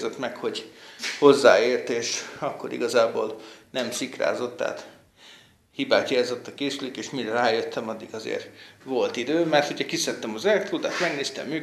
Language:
Hungarian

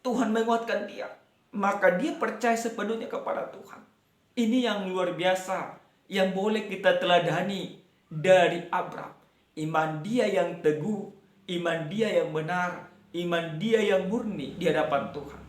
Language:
Batak Toba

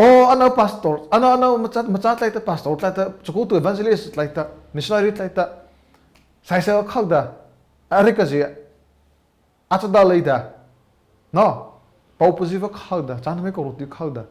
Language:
Mara Chin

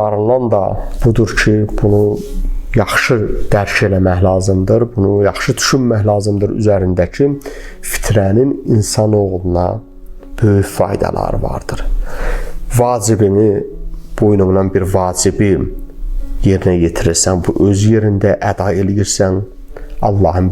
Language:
Azerbaijani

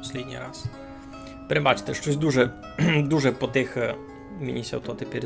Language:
Rusyn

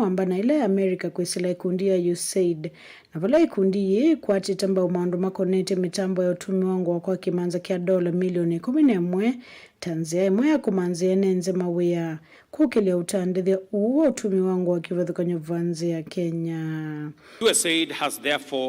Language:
Kamba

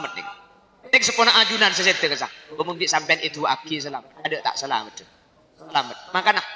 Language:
Madurese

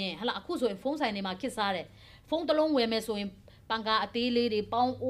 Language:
Burmese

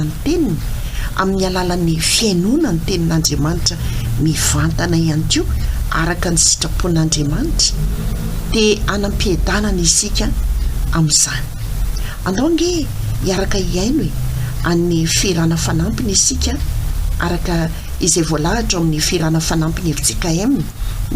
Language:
Malagasy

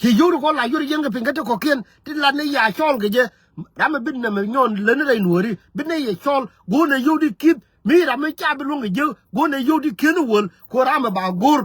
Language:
Nuer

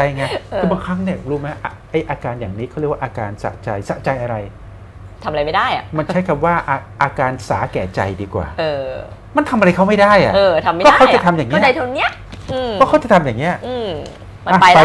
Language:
Thai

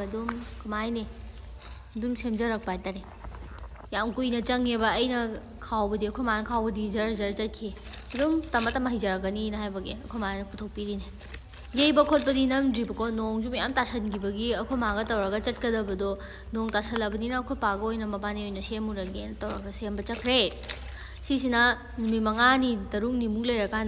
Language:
Manipuri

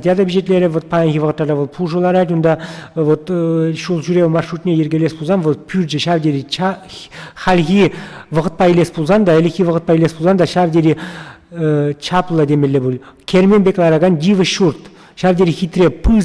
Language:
Chuvash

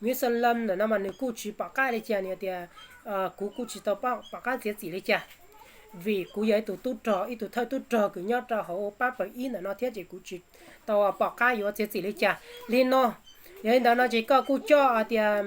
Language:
Hmong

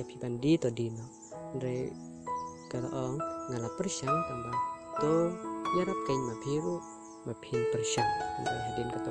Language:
Khasi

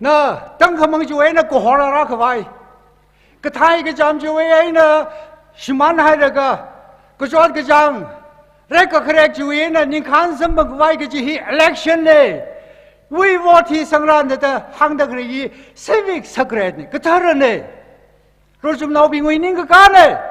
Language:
Tangkhul Naga (India)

